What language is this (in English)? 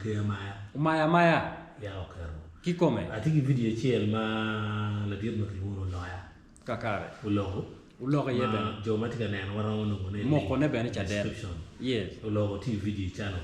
Acoli